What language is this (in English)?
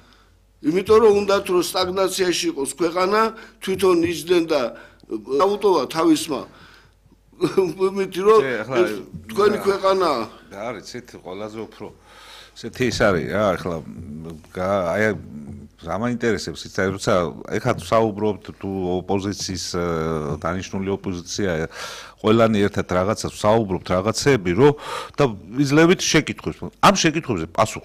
Georgian